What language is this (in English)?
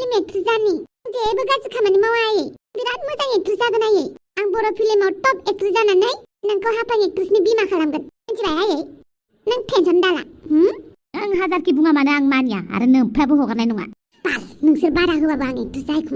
Bodo